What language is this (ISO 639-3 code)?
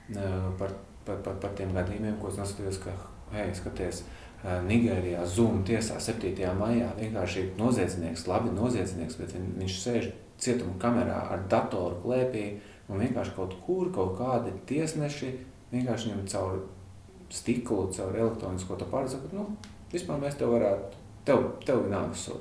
lav